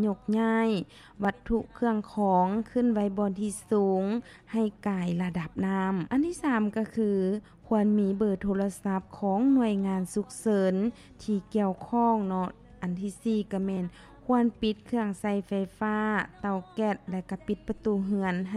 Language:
Lao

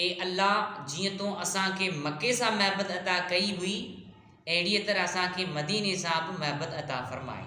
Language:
Sindhi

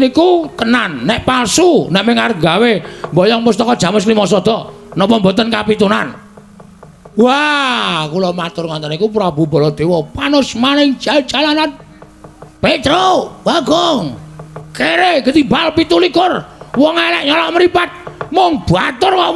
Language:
Javanese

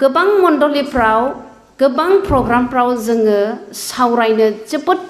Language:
Bodo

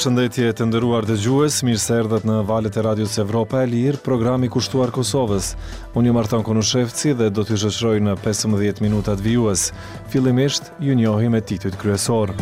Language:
Albanian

